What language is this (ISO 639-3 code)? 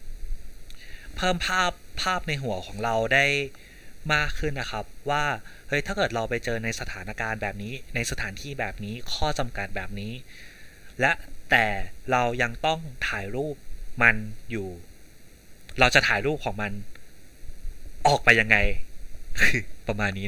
tha